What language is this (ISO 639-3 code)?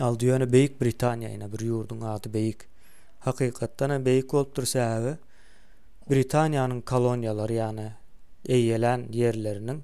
tuk